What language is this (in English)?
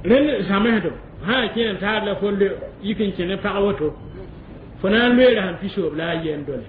Mossi